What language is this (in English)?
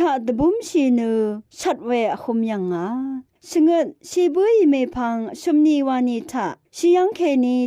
Rawang